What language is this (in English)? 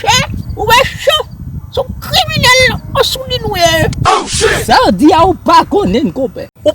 Haitian Creole